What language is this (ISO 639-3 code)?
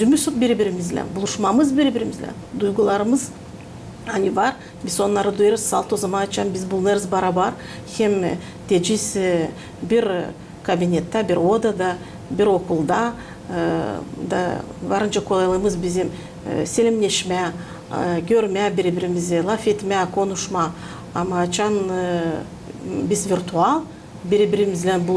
gag